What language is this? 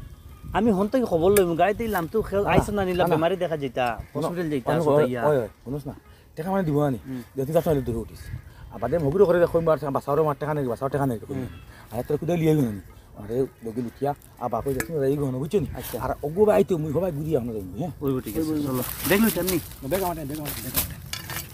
Sylheti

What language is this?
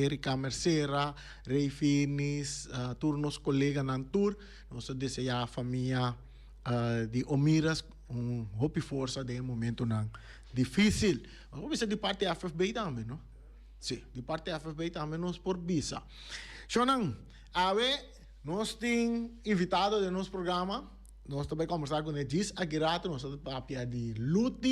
Papiamento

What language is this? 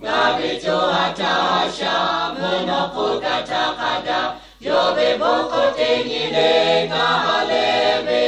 Lahu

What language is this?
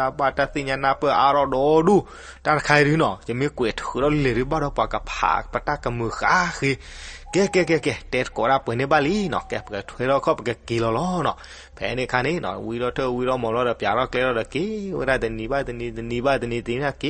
S'gaw Karen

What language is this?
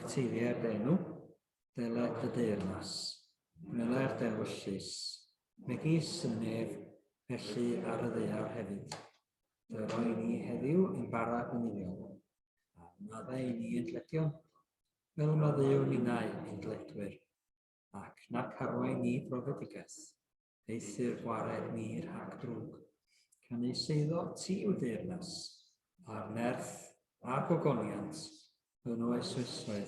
Welsh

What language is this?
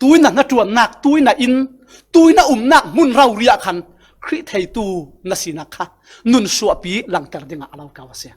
Falam Chin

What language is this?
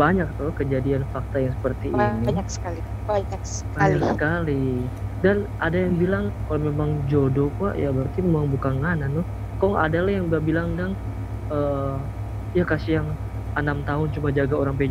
Manado Malay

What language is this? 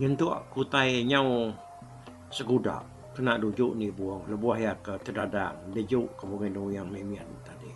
Iban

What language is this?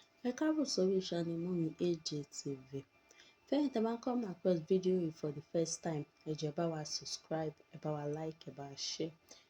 Yoruba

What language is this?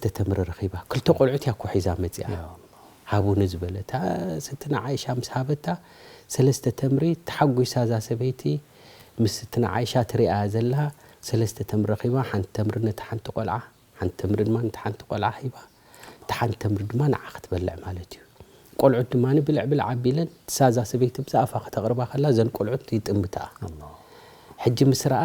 Tigrinya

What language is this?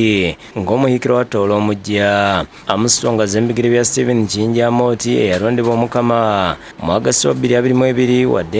Ganda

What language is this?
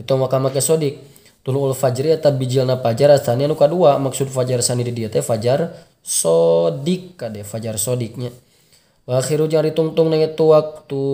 Sundanese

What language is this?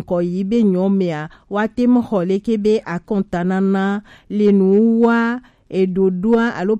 Gen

